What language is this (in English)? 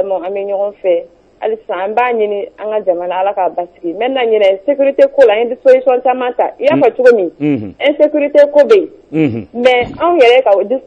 Bambara